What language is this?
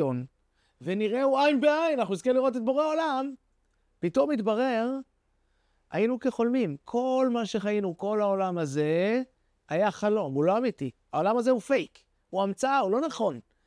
Hebrew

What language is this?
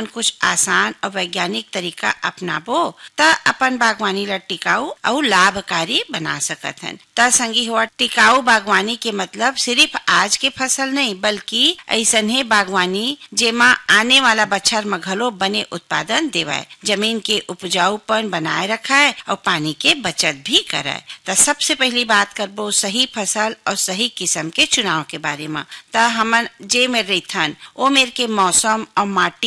Chhattisgarhi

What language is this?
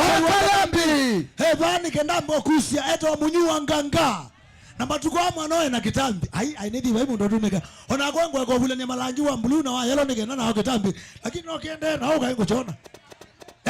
Kamba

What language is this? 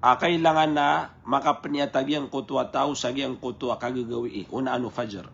Maranao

